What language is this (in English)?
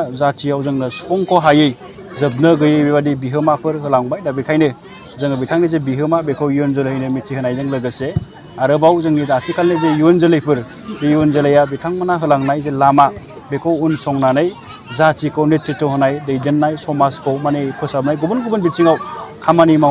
Bodo